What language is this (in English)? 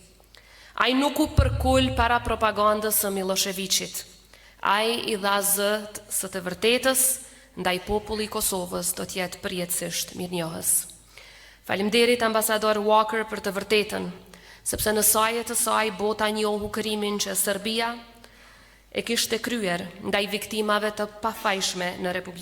Albanian